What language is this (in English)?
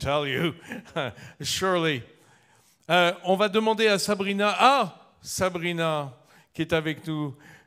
French